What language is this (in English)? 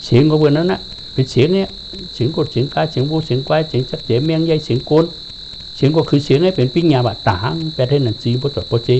Shan